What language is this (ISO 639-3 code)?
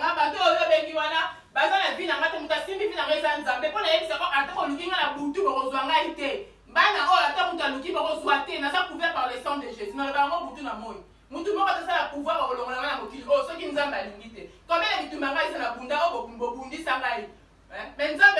lin